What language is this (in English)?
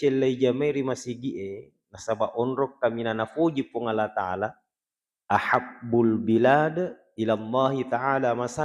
Buginese